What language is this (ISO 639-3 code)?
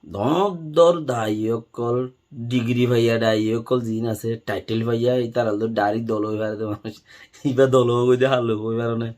rhg